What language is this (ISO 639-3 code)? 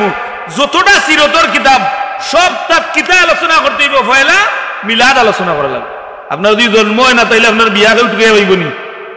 syl